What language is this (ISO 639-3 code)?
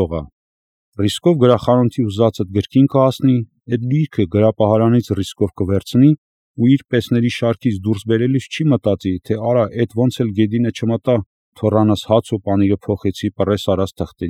hye